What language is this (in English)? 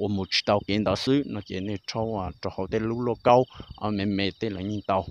Hmong